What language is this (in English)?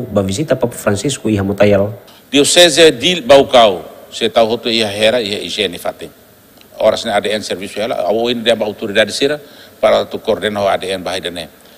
Tetum